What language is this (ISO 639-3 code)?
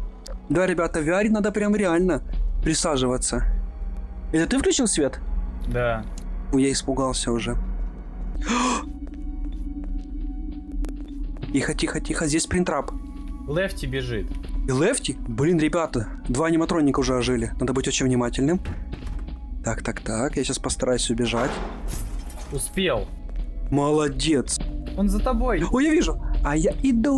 rus